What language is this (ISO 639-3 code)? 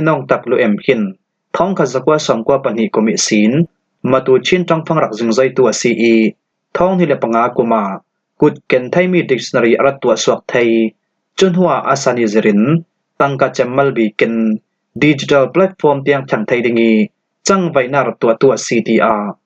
cfm